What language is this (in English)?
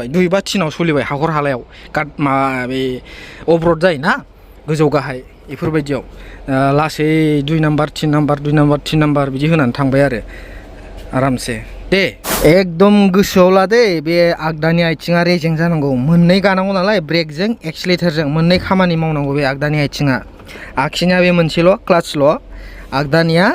Bodo